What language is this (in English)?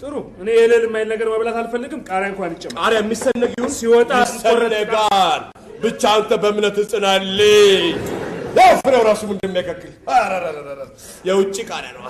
Amharic